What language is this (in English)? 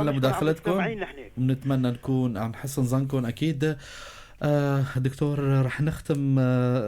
North Levantine Arabic